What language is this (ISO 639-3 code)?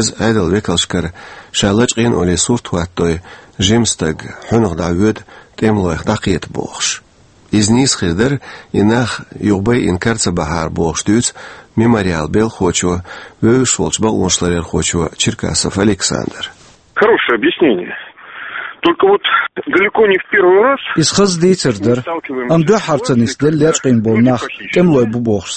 che